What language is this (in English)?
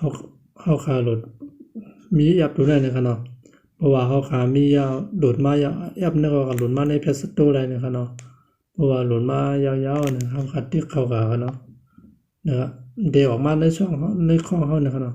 Shan